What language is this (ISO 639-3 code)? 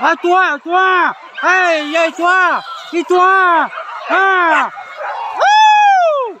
min